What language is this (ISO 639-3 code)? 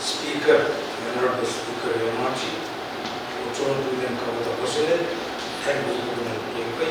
pon